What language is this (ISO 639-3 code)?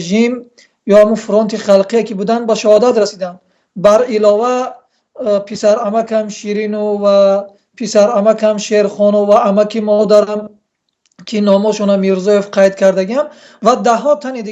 tgk